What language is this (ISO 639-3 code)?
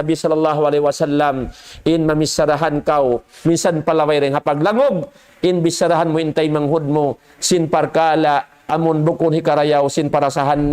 tsg